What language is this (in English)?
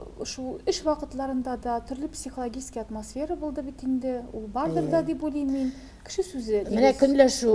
Tatar